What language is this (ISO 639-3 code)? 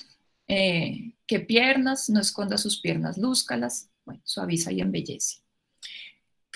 spa